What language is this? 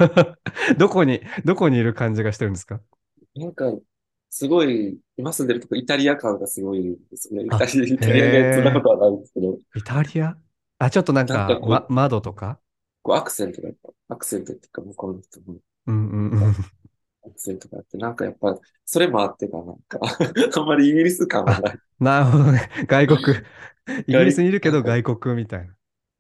Japanese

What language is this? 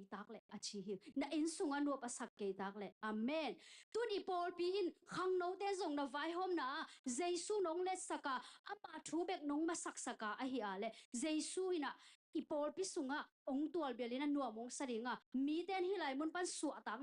Tedim Chin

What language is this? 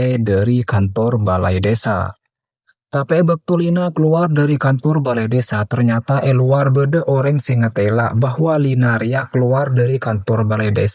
Madurese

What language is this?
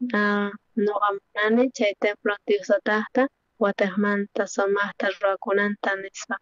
South Bolivian Quechua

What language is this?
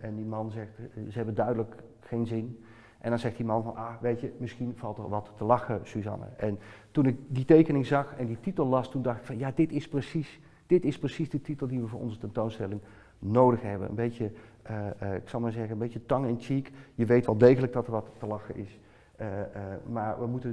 Dutch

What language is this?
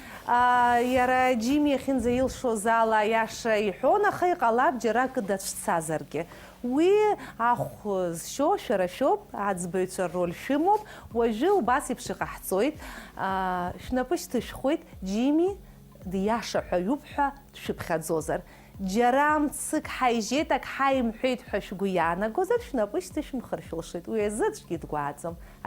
Abkhazian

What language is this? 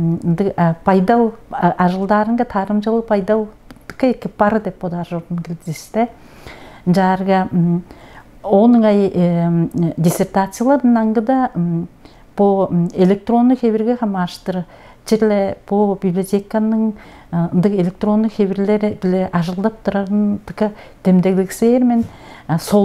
Tuvinian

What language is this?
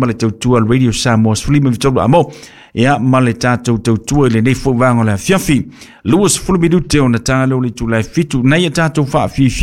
Samoan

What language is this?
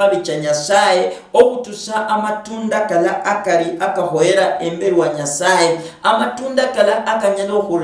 Luyia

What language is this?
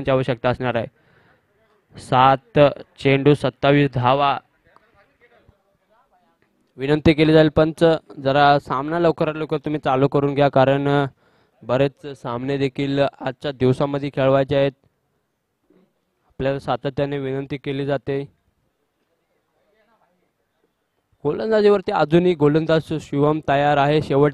Marathi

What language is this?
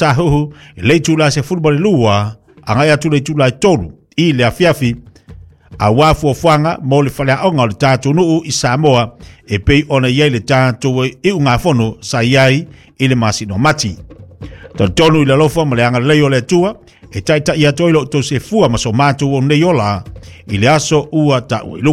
Samoan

